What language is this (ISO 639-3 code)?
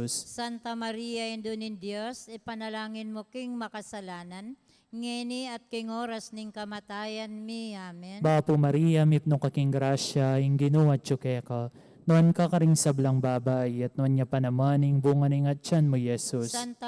pam